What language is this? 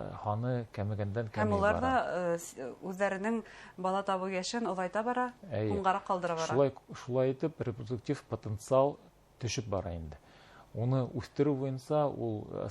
Bashkir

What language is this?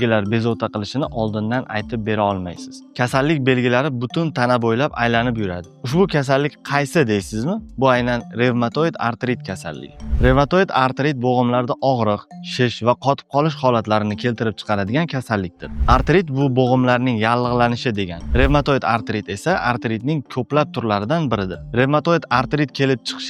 Uzbek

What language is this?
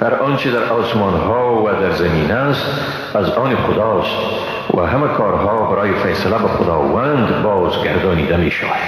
Persian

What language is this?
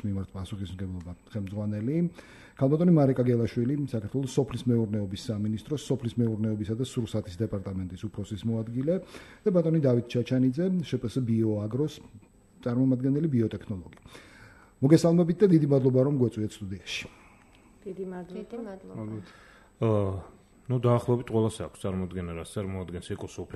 Georgian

